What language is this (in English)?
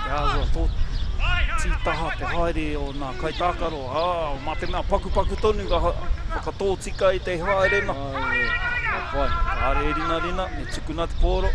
Māori